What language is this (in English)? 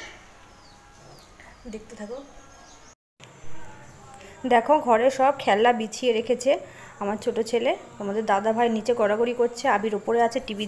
Bangla